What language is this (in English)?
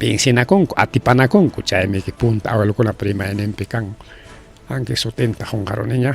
Ayacucho Quechua